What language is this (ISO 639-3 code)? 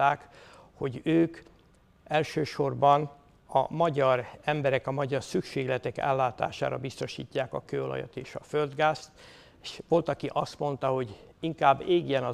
hun